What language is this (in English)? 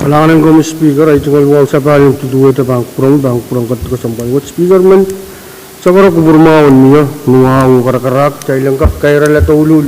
Pohnpeian